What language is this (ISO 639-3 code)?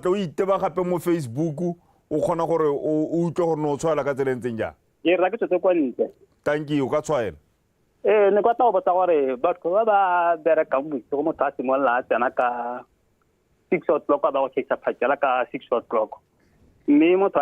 tsn